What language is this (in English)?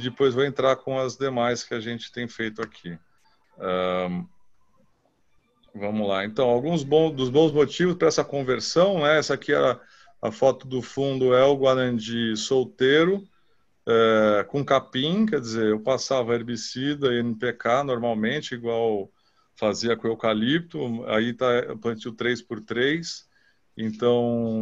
Portuguese